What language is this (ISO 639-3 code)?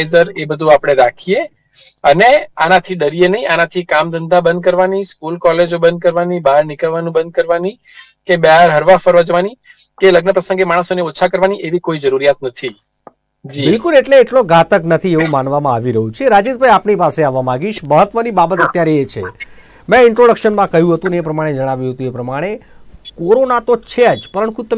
guj